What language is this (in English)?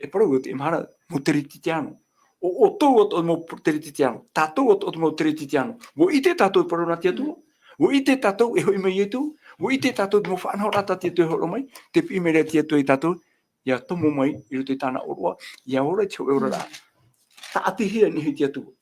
Tahitian